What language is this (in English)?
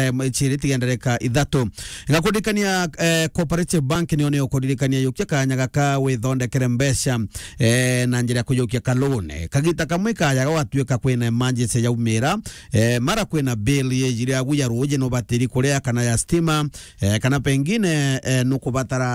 Meru